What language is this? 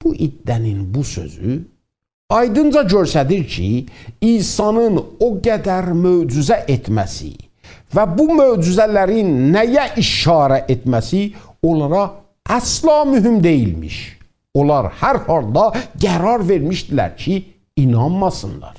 South Azerbaijani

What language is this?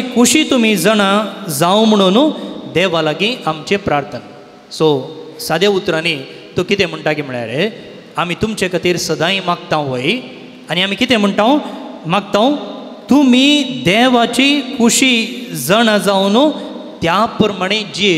Konkani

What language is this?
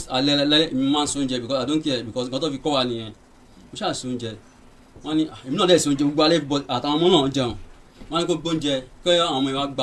Yoruba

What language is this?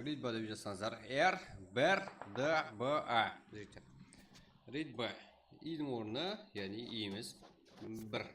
Kara-Kalpak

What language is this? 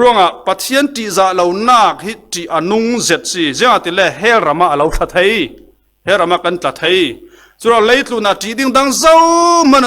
Falam Chin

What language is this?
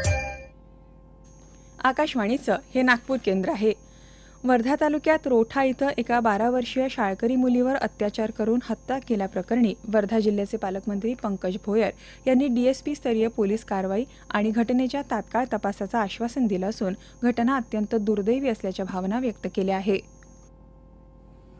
Marathi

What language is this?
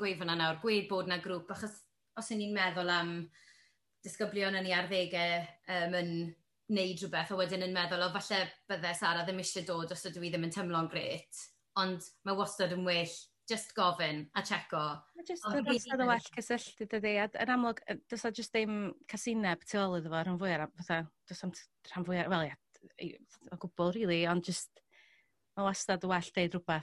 Welsh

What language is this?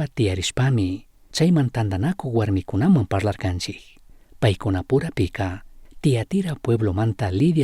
Chimborazo Highland Quichua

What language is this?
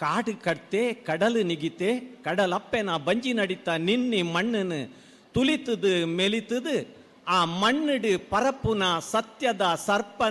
Tulu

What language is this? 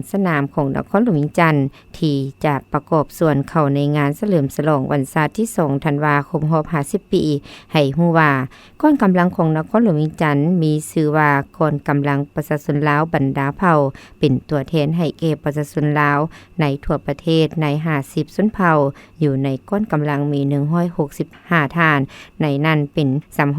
Lao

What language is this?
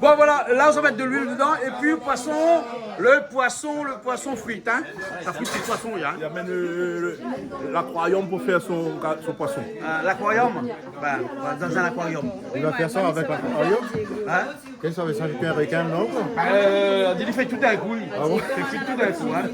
Réunion Creole French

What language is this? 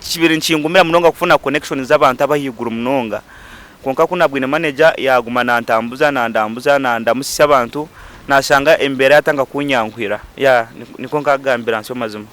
Nyankole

